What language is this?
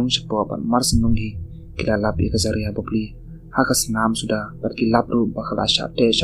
Khasi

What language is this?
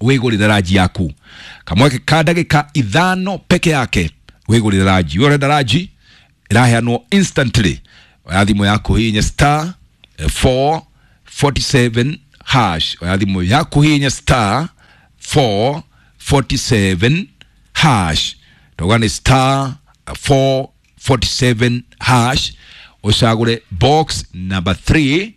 Kikuyu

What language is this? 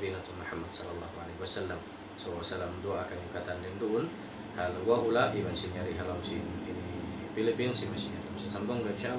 Tausug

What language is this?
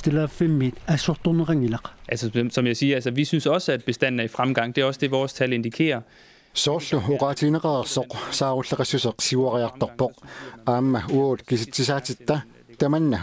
Kalaallisut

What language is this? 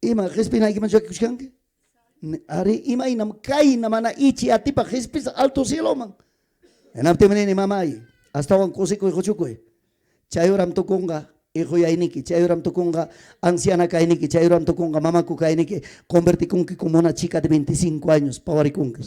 Ayacucho Quechua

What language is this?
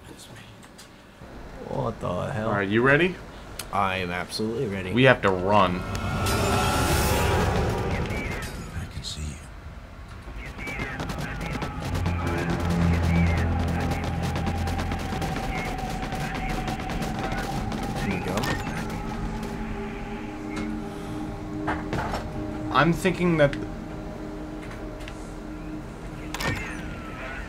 English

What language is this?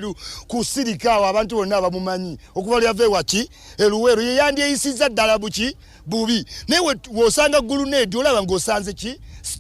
Ganda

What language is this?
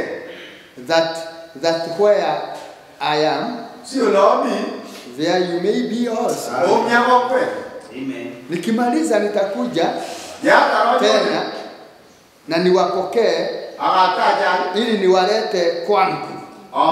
Swahili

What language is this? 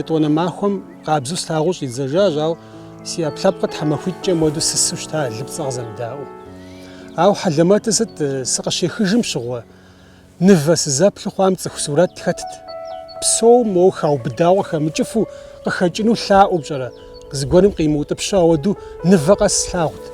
Kabardian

